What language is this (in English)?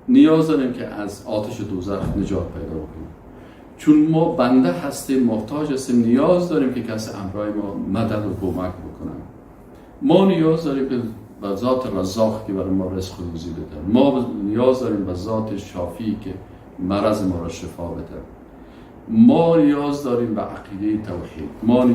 Persian